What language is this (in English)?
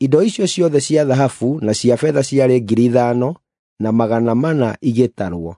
Kikuyu